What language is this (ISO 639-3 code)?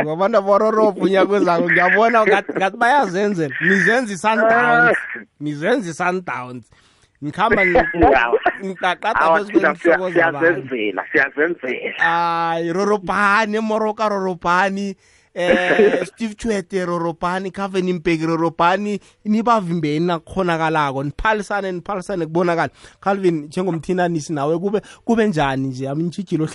nbl